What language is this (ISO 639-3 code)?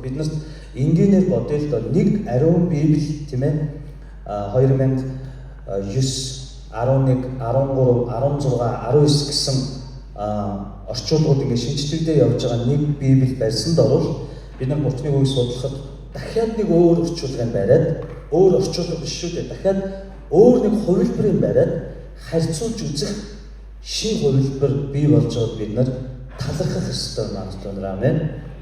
mon